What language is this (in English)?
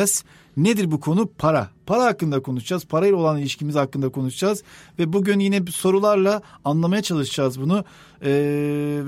Turkish